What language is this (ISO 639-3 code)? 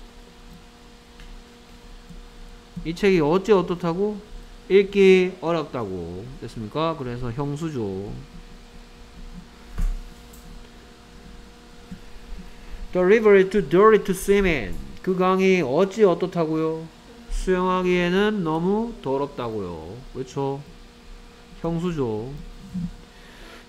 kor